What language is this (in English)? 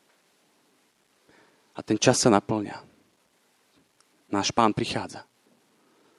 Slovak